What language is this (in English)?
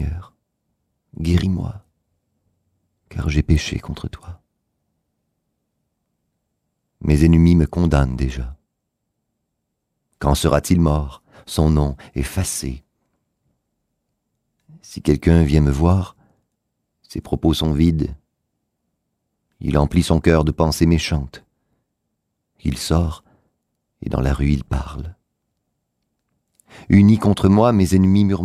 French